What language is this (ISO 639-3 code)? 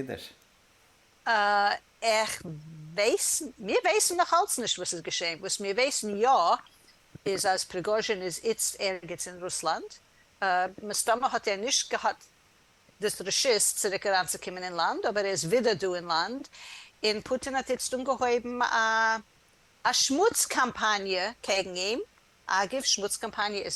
yid